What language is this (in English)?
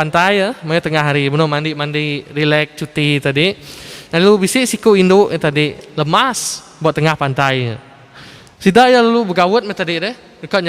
Iban